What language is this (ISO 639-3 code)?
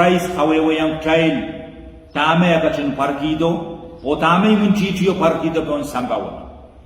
pon